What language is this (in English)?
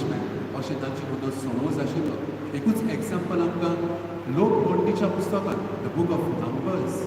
Konkani